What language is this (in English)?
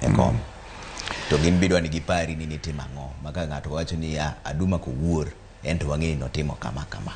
Luo (Kenya and Tanzania)